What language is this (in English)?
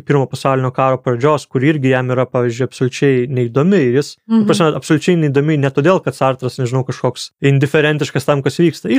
Lithuanian